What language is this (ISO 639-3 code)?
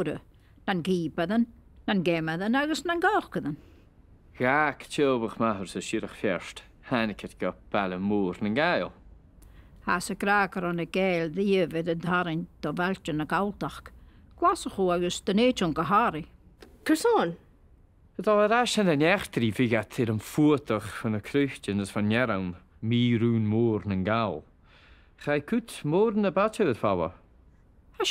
gla